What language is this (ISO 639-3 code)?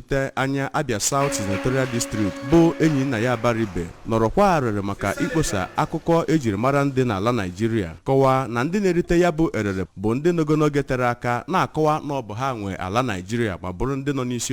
ibo